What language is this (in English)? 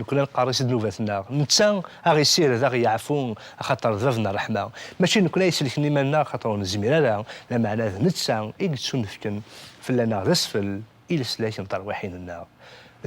Kabyle